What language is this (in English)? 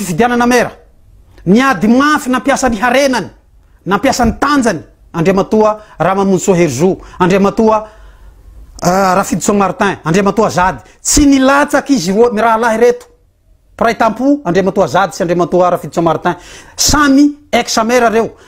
Malagasy